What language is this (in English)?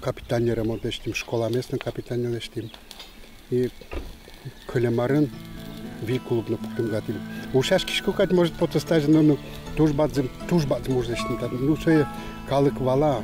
Udmurt